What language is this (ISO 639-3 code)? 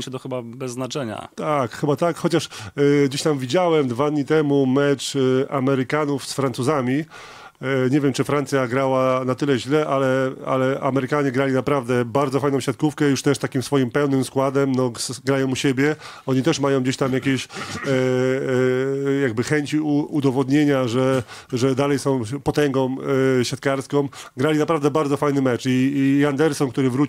pol